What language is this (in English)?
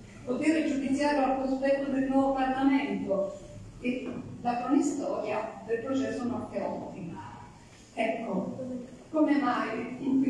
Italian